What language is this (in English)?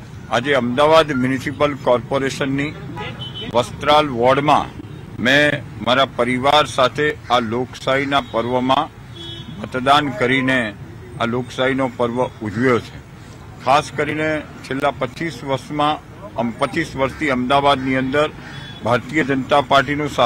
Gujarati